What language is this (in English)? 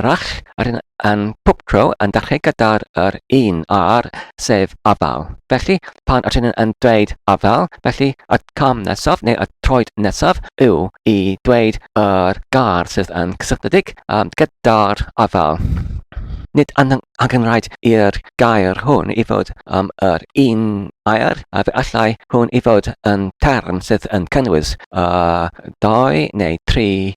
Welsh